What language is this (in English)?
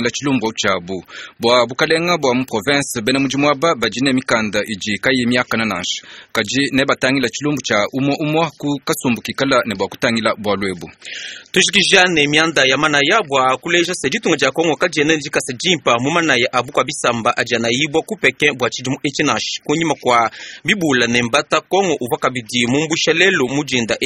Luba-Lulua